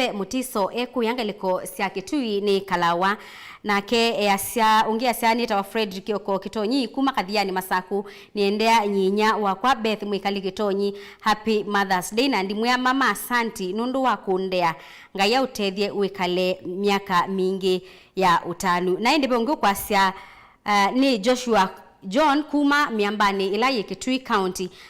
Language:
Kamba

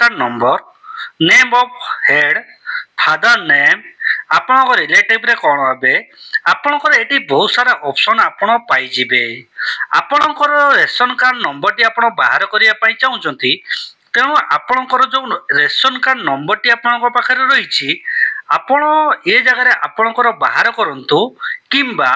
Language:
Odia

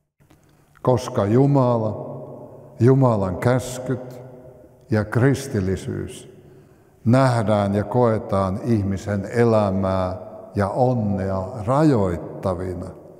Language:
Finnish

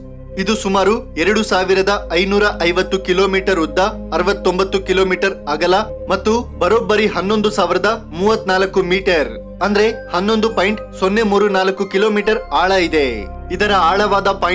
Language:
Kannada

